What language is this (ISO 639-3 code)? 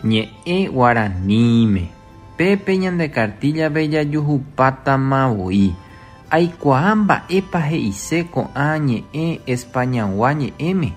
grn